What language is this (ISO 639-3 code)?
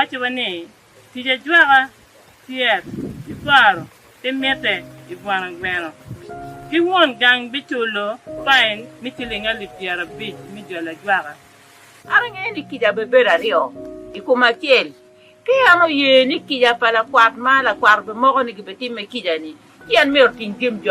ach